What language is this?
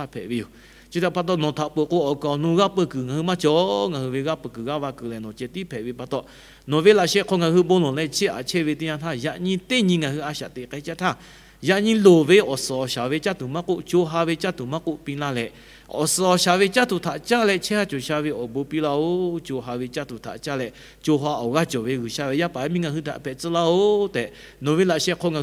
Lahu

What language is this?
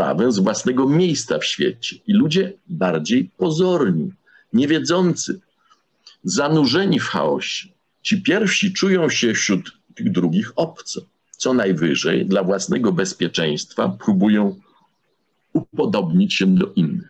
Polish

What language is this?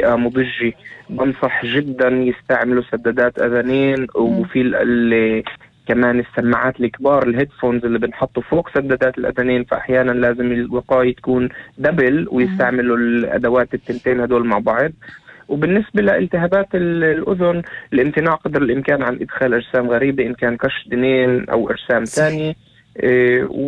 North Levantine Arabic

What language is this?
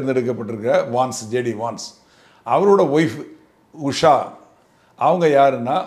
Tamil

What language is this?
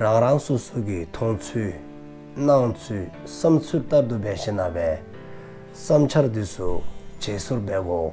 Dzongkha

